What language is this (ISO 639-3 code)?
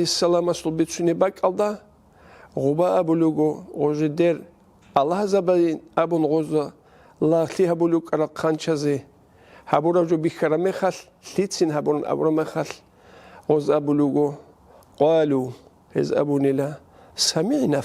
ava